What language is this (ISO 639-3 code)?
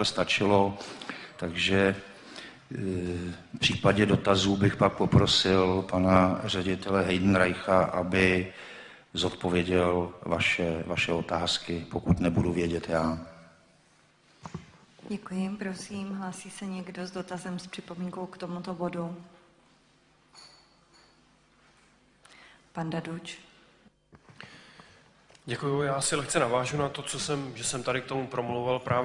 ces